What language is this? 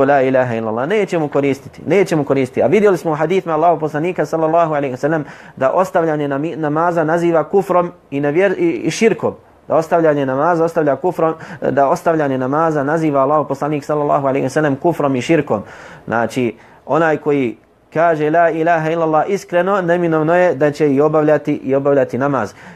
Bosnian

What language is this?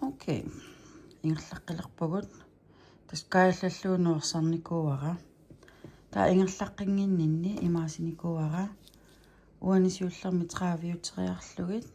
Kalaallisut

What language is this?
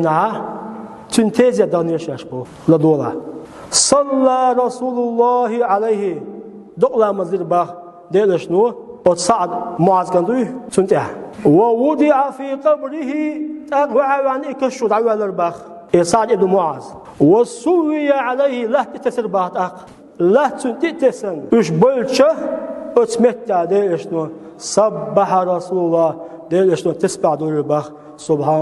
Chechen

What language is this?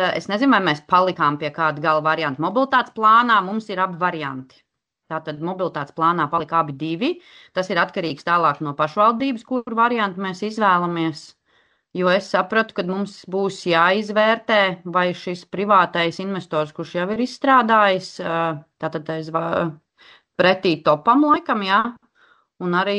Latvian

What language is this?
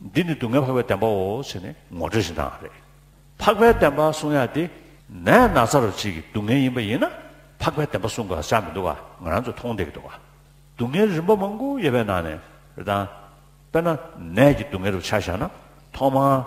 Tibetan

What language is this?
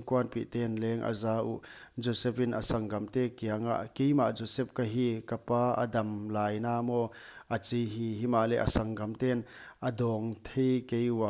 Paite Chin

